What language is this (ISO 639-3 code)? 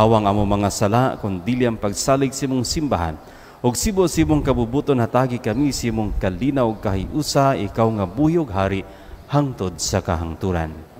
ceb